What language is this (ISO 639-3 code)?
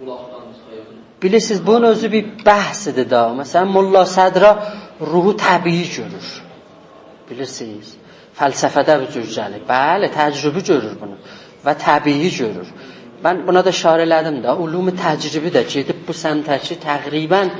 azb